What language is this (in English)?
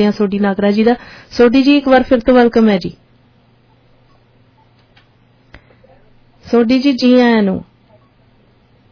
Punjabi